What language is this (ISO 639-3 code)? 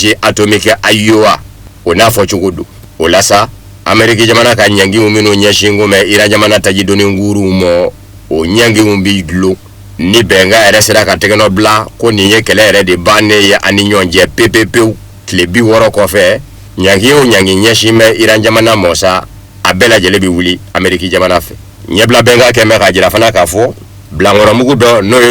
bam